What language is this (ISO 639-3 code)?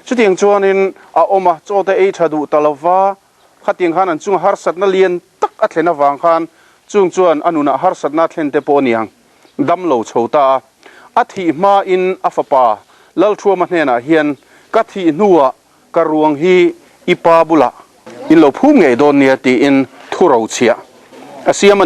lus